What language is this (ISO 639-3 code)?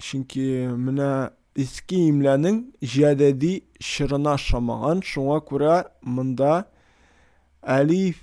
tat